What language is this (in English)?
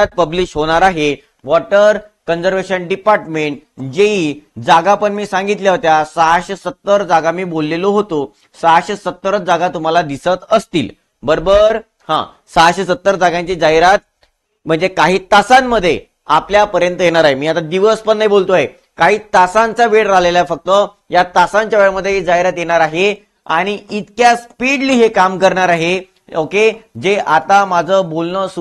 Marathi